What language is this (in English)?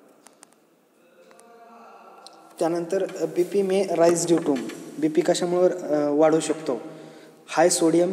Marathi